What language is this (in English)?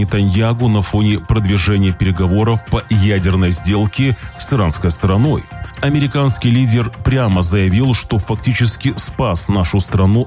Russian